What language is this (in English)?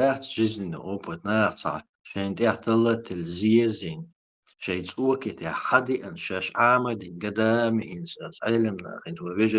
Chechen